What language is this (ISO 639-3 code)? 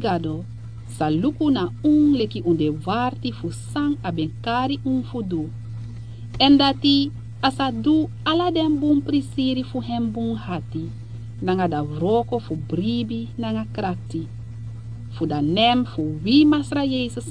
srn